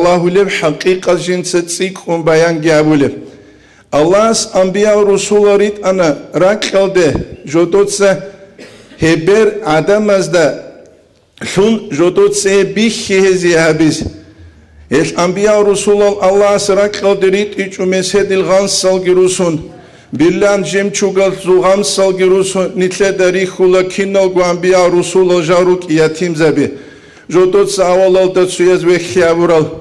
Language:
Avaric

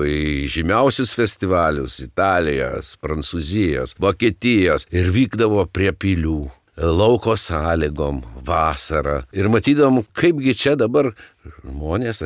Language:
Lithuanian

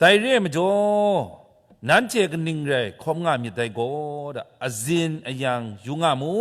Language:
Kachin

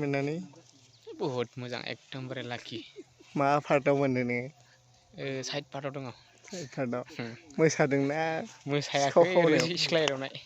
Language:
Bodo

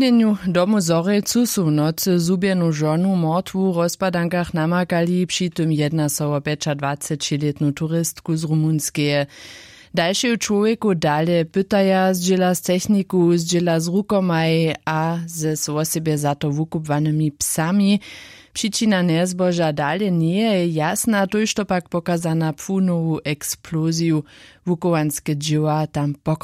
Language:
Upper Sorbian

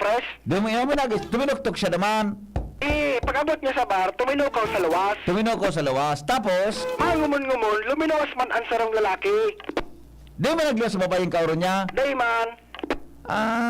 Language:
Bikol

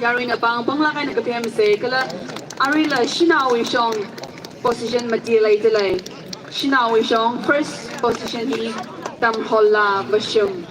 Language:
Tangkhul Naga (India)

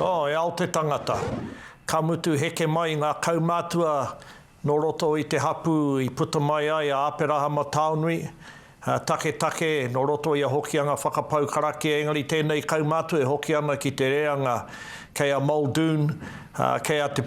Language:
Māori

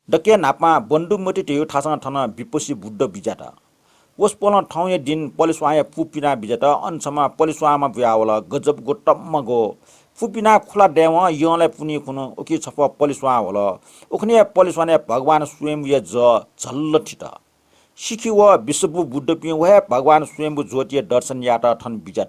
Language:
Newari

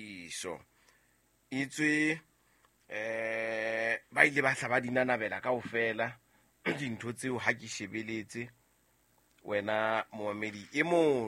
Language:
Southern Sotho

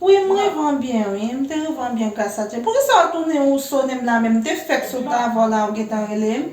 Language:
Haitian Creole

